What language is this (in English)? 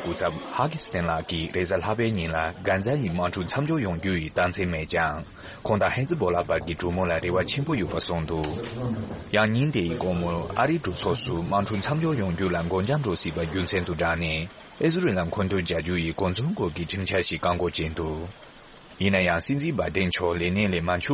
Tibetan